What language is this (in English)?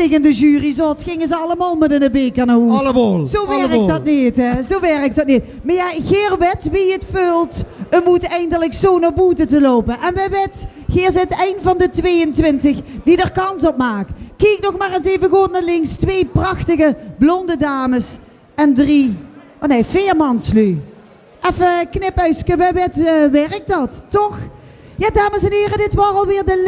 Limburgish